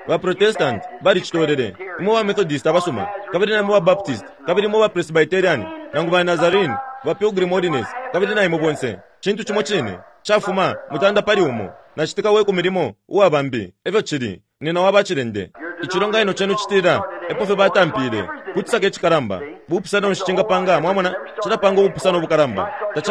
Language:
Bemba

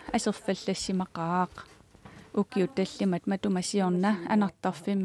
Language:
Kalaallisut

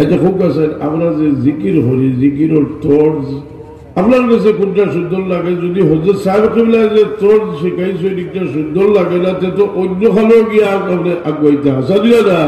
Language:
Sylheti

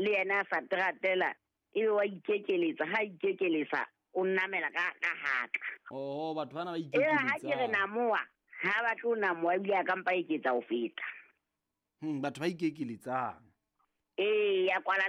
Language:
Southern Sotho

